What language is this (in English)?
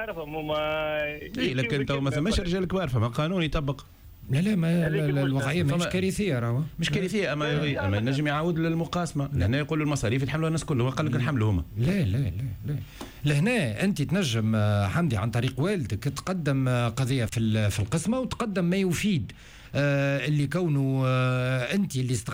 Tunisian Arabic